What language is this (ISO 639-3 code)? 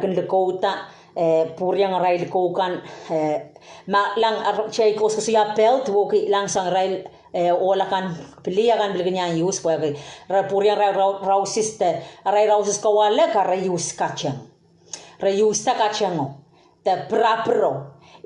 pon